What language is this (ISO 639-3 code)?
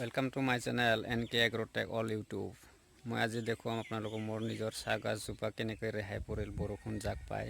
asm